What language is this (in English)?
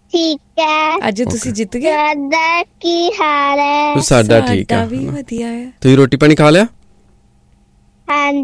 Punjabi